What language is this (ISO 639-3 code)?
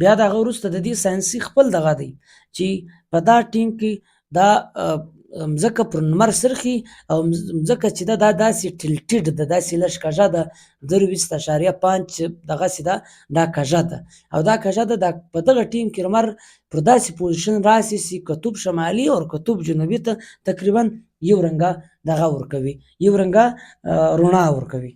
pus